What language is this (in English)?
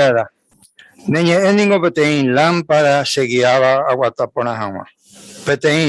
Guarani